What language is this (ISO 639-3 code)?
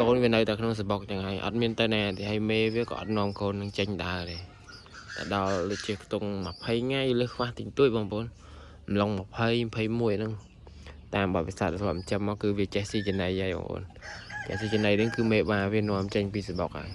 khm